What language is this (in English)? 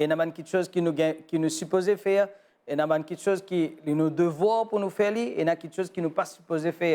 Morisyen